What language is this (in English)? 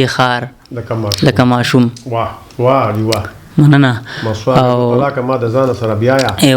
Pashto